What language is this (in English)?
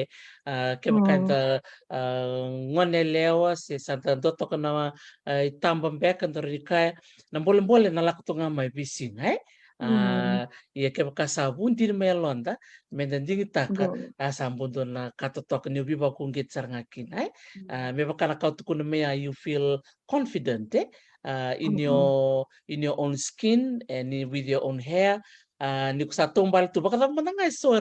Fijian